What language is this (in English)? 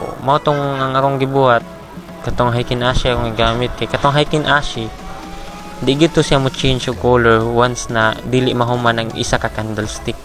Cebuano